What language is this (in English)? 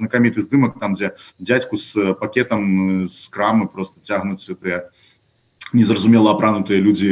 Belarusian